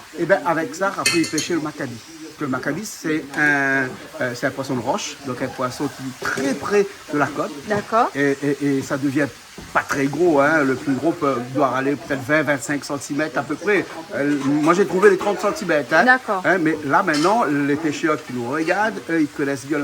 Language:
Réunion Creole French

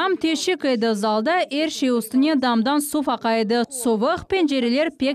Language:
Crimean Tatar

